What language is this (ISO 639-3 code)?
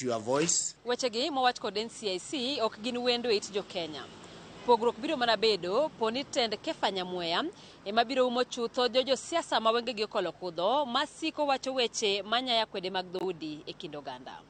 luo